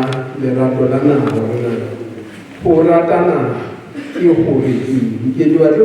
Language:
Southern Sotho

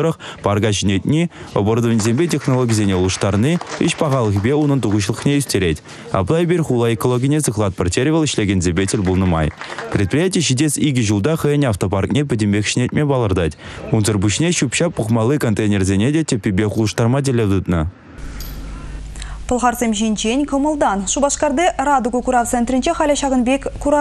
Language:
Chuvash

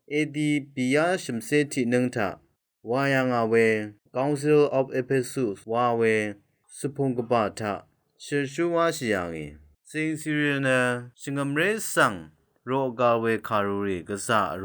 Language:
Rawang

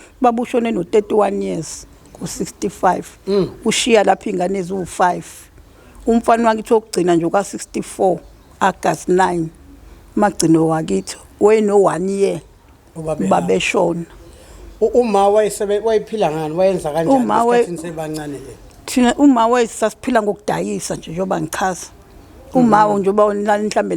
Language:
Zulu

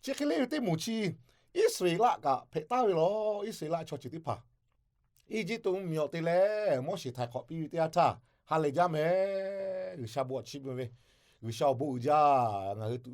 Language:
Lahu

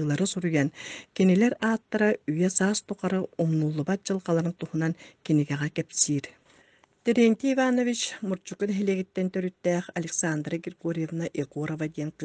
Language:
Yakut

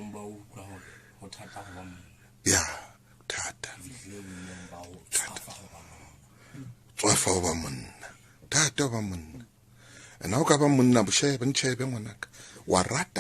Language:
Southern Sotho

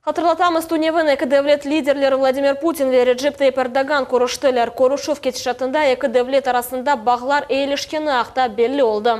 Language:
Crimean Tatar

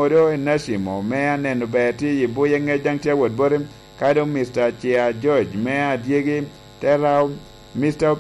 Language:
Lango (Uganda)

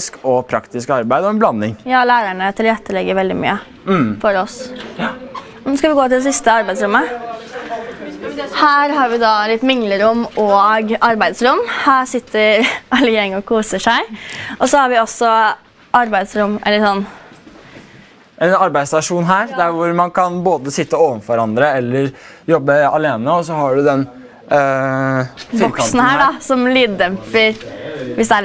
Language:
Norwegian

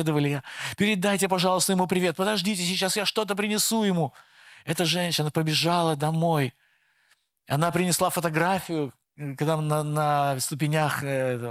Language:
Russian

